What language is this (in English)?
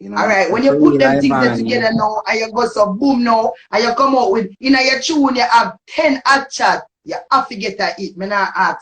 Jamaican Creole English